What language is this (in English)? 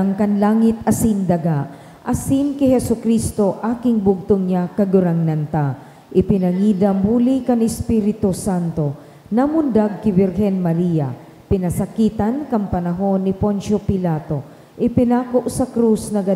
Bikol